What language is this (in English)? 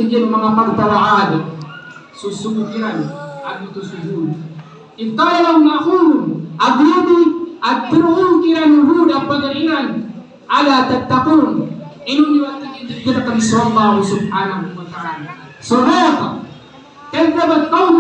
Maranao